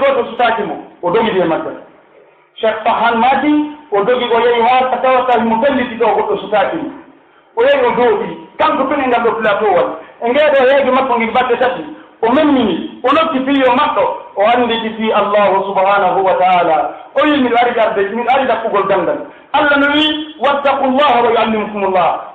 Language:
Pular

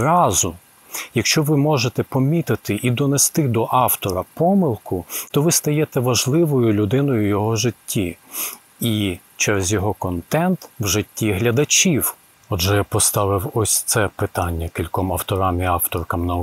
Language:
Ukrainian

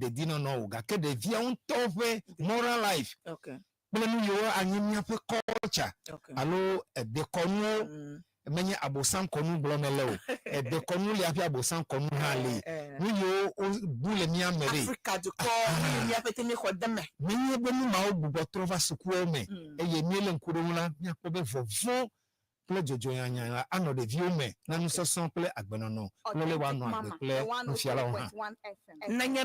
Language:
Ewe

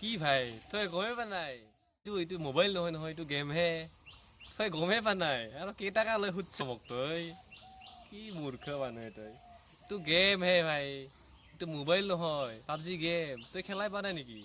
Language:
Assamese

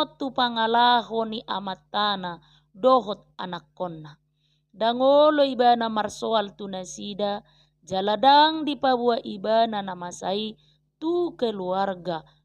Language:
Batak Toba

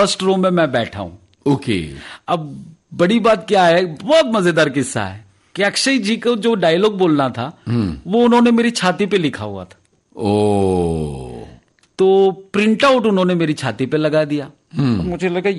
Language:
Hindi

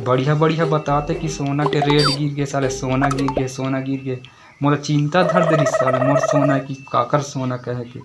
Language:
Chhattisgarhi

